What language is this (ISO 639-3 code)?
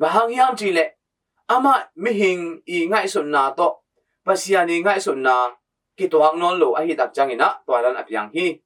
ctd